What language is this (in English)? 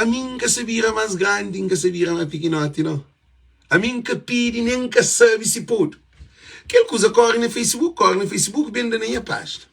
Kabuverdianu